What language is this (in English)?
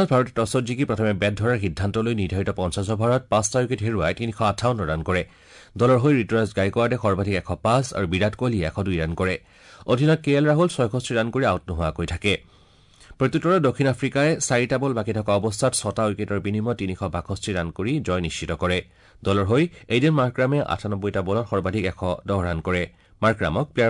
Assamese